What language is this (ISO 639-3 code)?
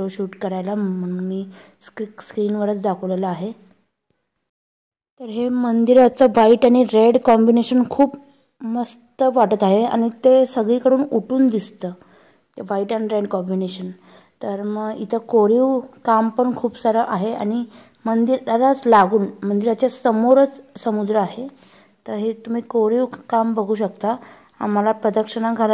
mar